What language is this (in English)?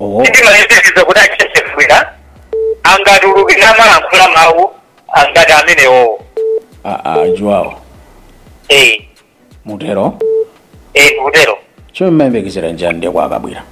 Nyanja